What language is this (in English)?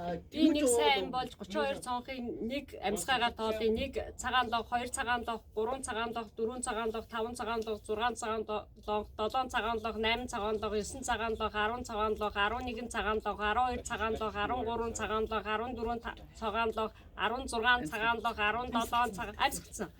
Mongolian